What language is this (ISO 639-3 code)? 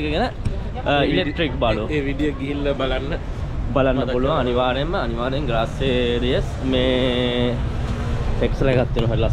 sin